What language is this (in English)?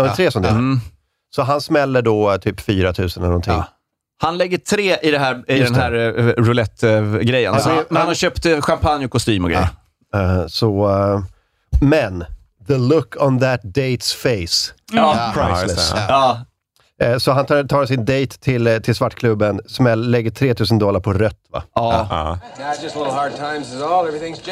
Swedish